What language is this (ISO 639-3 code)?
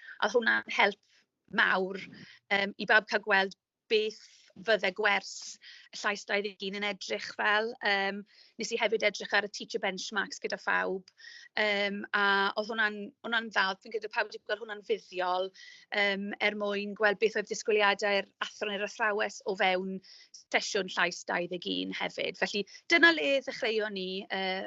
cym